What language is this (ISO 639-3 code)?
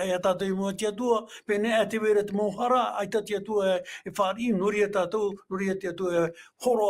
tah